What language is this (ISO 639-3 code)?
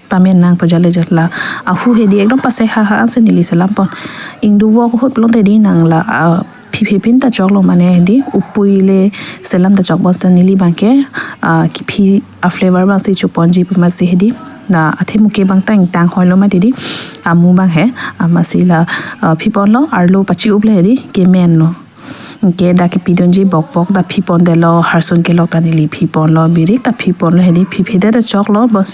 mjw